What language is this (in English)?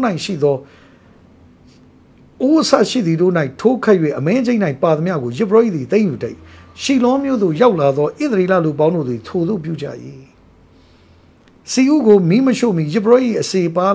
Burmese